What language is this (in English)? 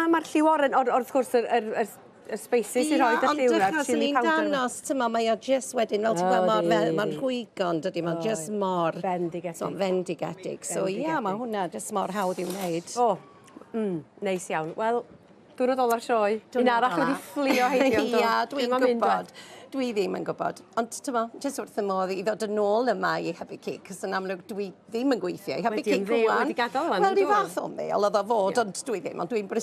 Welsh